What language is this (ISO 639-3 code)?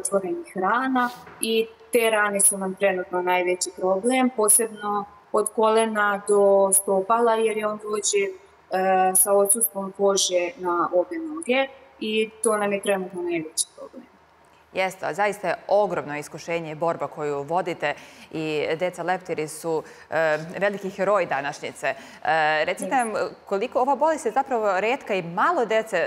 srp